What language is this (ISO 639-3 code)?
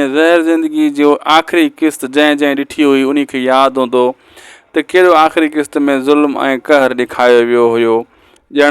snd